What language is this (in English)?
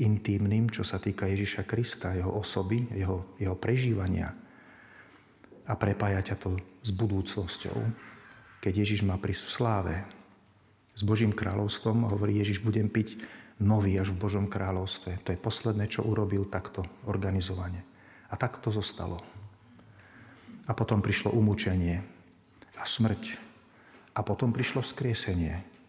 Slovak